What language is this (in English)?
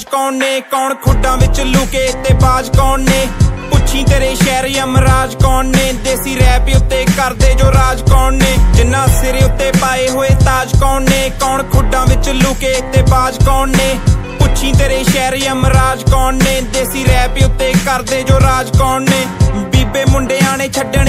Punjabi